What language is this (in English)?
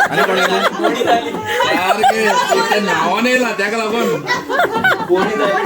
Konkani